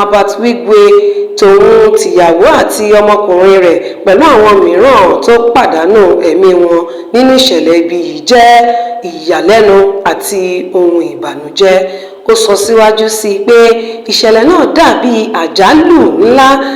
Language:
Yoruba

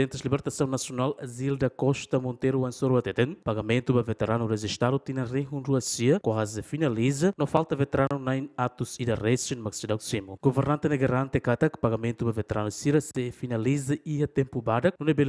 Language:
Tetum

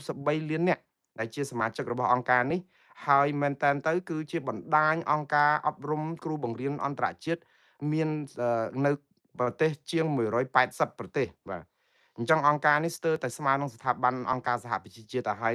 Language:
Khmer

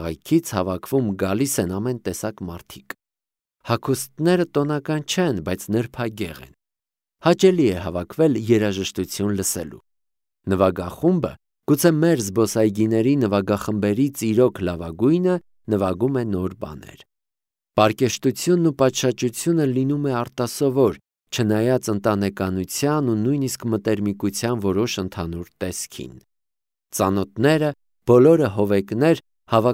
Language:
Armenian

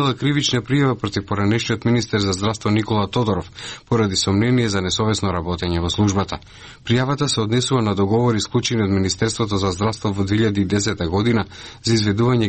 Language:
Macedonian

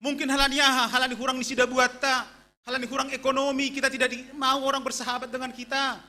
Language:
Batak Simalungun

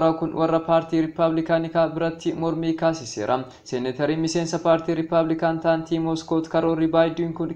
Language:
Oromo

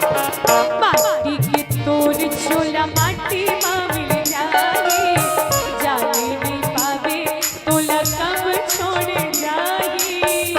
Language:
Chhattisgarhi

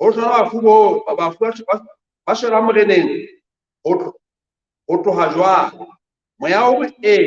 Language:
Southern Sotho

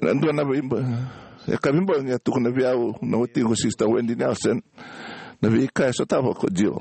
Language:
Fijian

